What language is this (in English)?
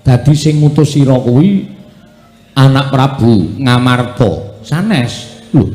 Javanese